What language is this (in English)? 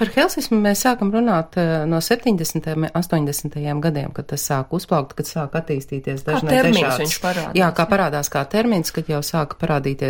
Latvian